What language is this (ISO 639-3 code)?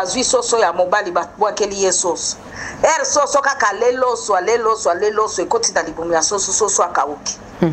lin